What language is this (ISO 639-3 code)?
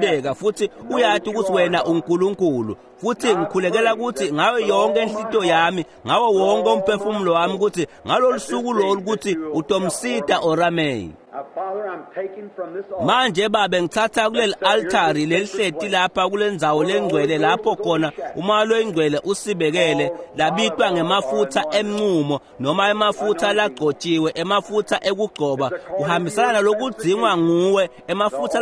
ssw